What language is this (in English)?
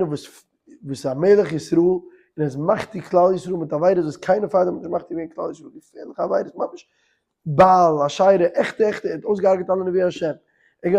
Yiddish